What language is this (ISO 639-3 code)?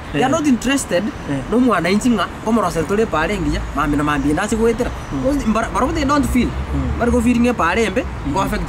guz